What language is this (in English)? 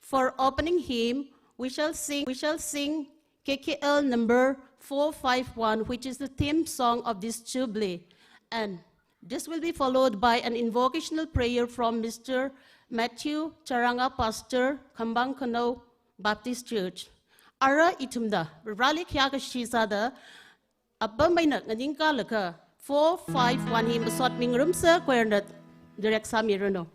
Tangkhul Naga (India)